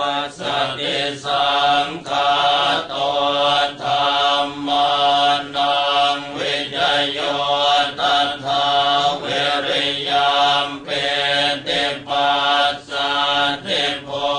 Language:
Pali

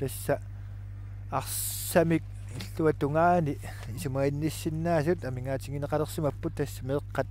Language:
Kalaallisut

